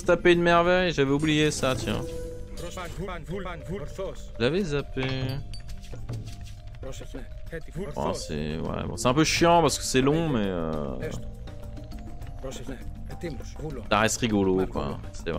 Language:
French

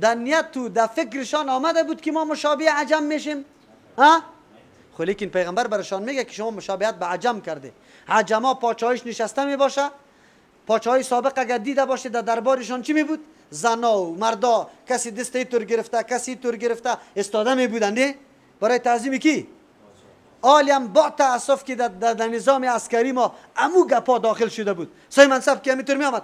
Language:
Persian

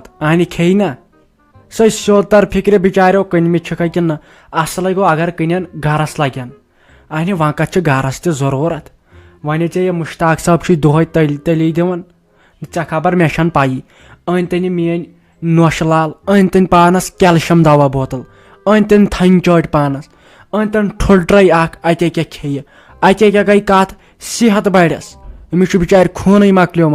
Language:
Kashmiri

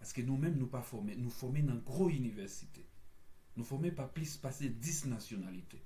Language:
Haitian Creole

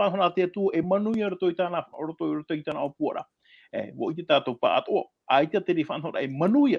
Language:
Tahitian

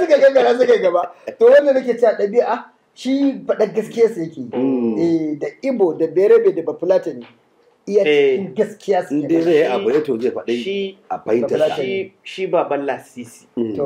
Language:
Hausa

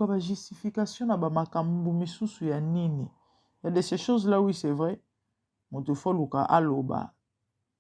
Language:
Lingala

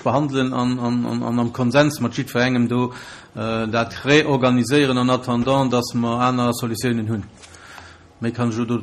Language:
Luxembourgish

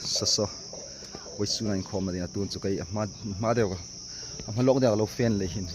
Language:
Hmar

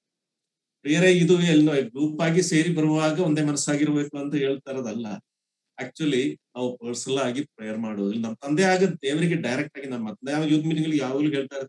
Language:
Kannada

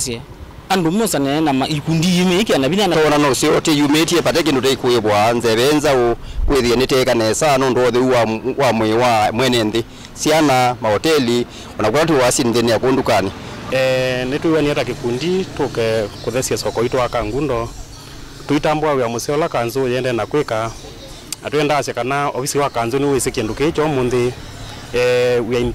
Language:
Kamba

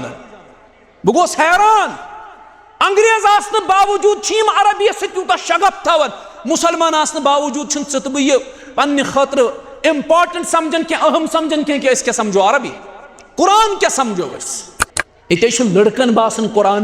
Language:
Kashmiri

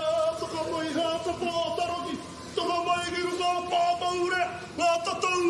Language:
Māori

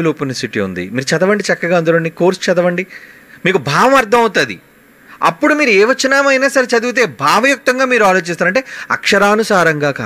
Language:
Telugu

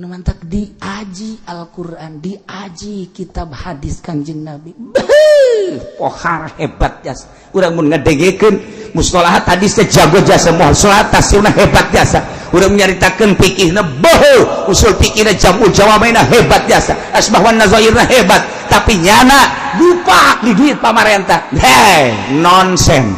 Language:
Sundanese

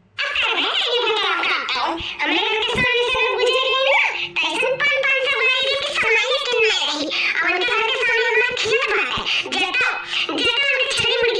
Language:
Awadhi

